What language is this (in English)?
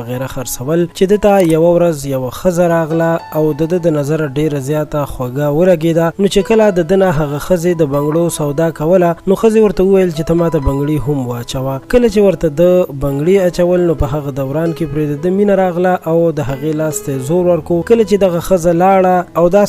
Pashto